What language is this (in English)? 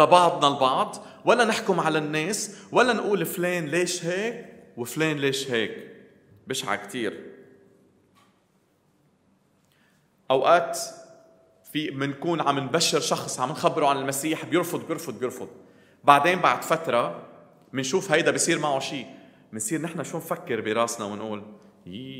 North Levantine Arabic